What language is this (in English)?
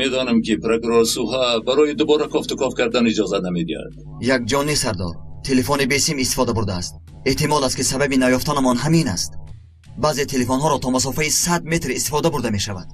Tajik